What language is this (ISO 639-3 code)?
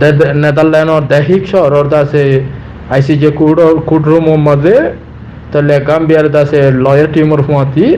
rhg